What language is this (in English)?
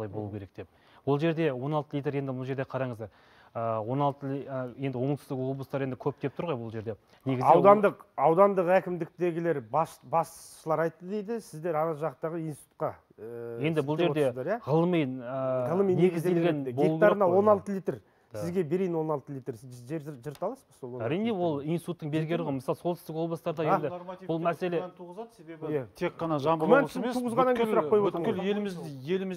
Kazakh